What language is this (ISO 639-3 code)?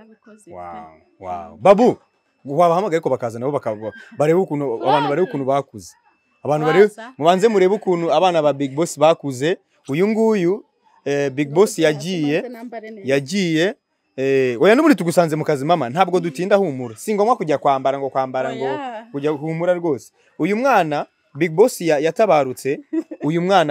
kin